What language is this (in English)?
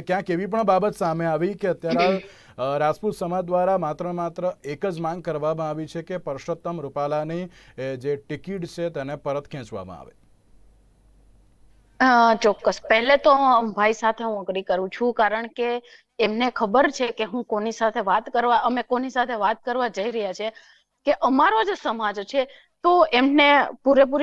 Gujarati